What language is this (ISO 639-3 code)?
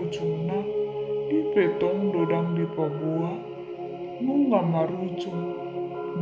bbc